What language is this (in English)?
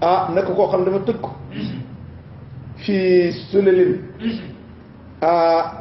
Wolof